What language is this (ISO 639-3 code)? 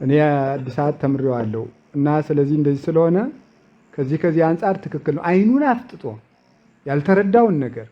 amh